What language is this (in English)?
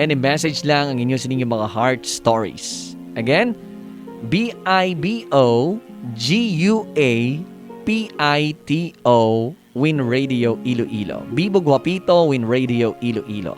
Hiligaynon